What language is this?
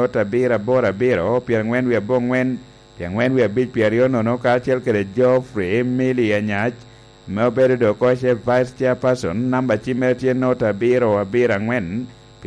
Lango (Uganda)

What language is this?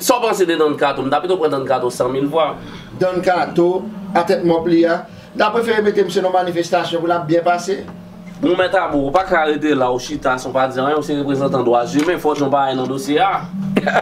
Haitian Creole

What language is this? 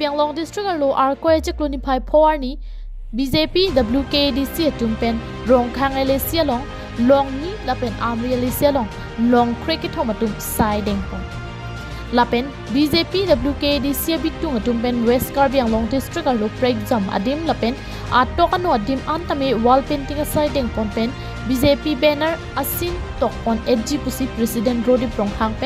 Karbi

